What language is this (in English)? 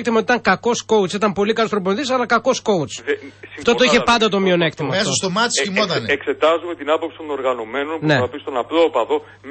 Greek